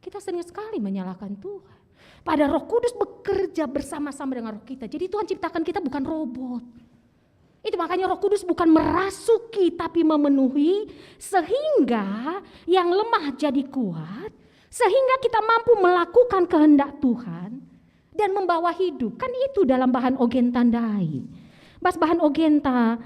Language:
Batak Karo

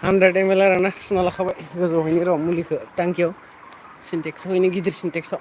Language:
Bodo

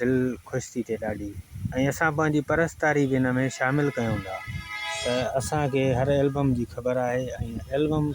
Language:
Sindhi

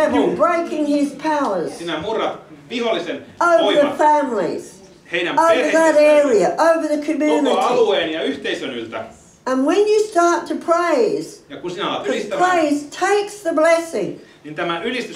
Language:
Finnish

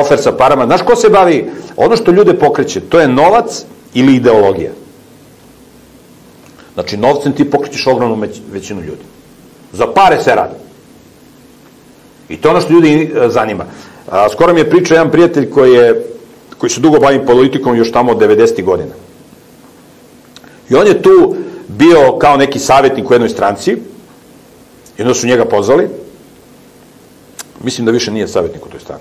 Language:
Serbian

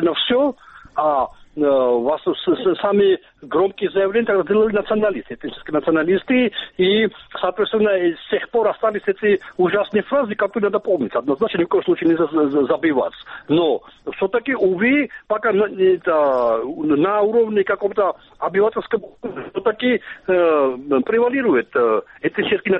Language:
Russian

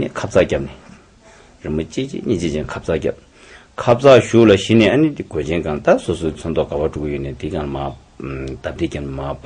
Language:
Tibetan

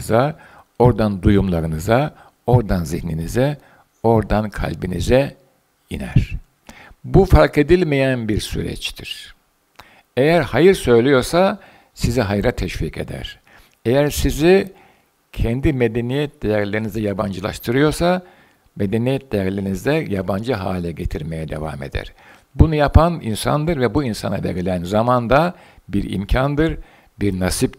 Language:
Turkish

